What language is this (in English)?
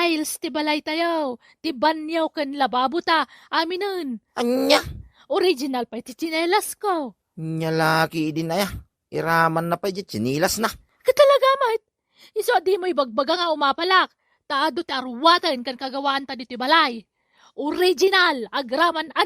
Iloko